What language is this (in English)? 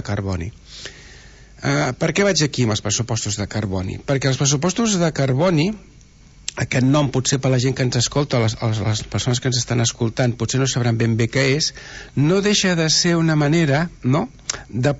Catalan